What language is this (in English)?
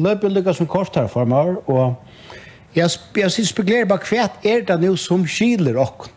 Faroese